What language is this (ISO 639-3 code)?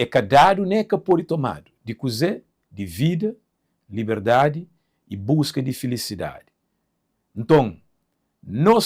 kea